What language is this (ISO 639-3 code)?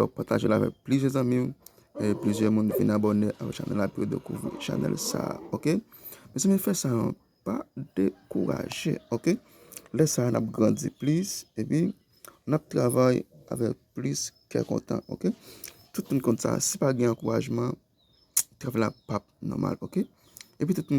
hat